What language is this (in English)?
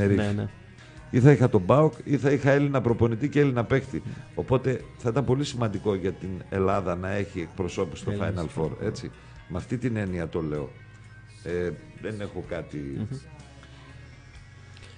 Greek